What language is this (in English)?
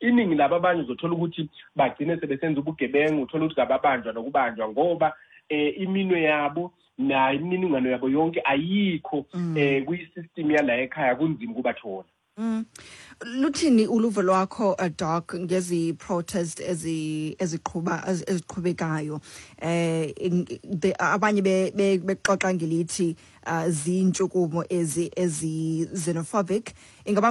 Xhosa